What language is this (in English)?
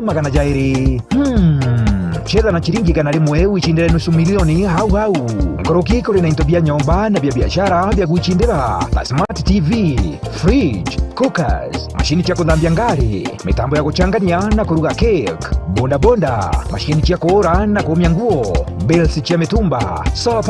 Meru